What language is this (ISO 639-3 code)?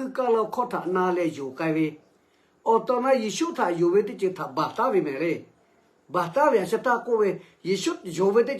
lhu